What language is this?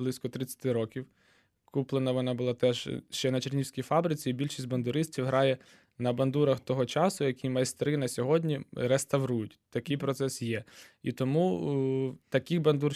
Ukrainian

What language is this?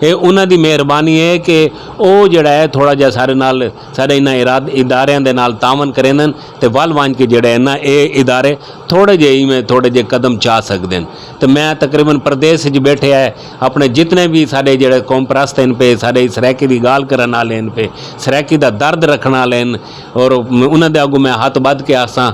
Saraiki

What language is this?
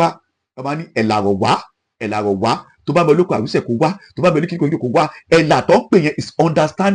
Yoruba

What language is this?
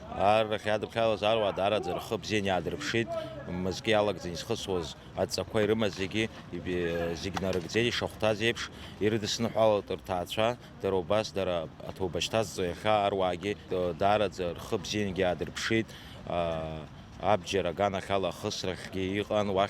Abkhazian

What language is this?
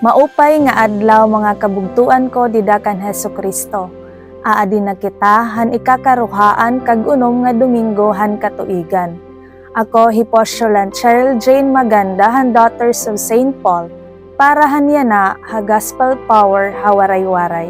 Waray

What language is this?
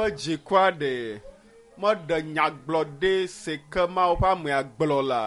Ewe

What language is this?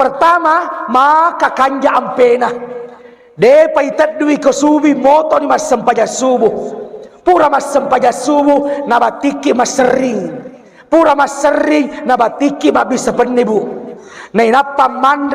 Buginese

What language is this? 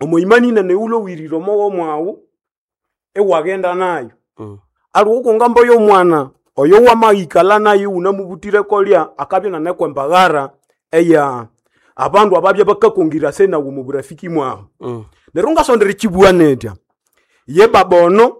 Nande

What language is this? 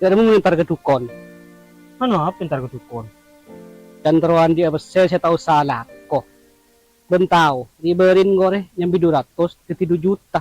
Madurese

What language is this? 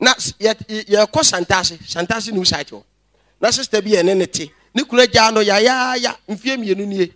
Akan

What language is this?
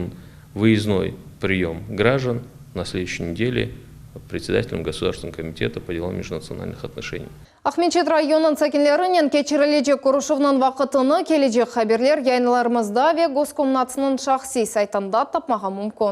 Crimean Tatar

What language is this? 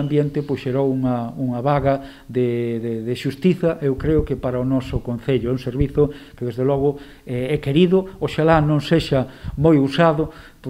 Galician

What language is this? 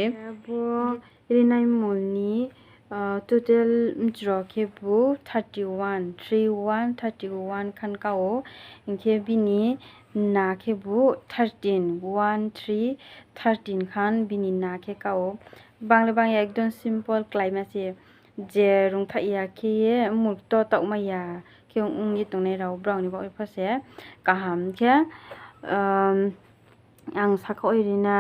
Riang (India)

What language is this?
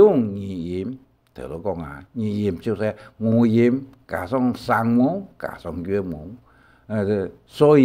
Hakka Chinese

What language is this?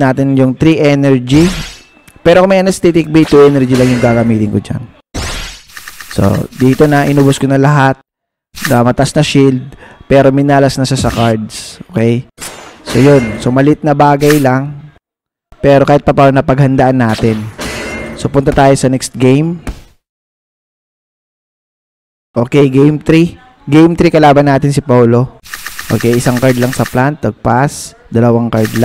Filipino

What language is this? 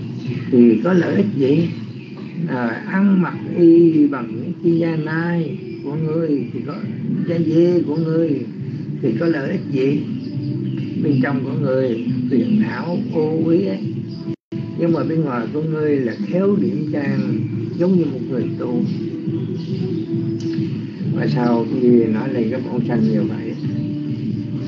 Vietnamese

